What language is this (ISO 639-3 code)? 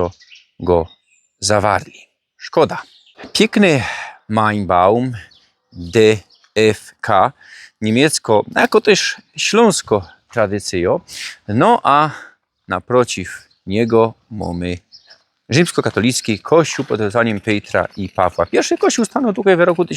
szl